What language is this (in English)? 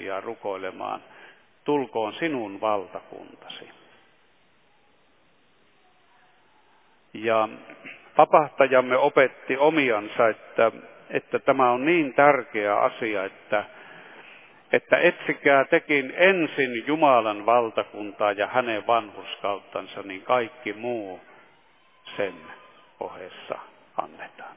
Finnish